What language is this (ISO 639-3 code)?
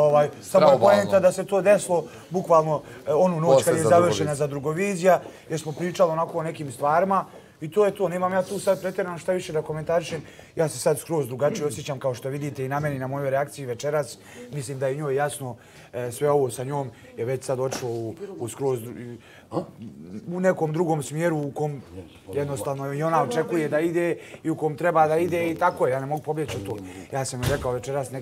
bos